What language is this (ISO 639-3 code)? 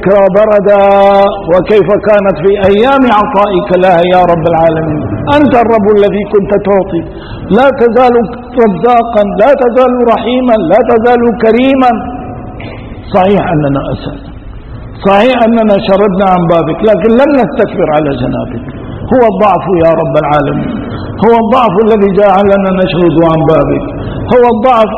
arz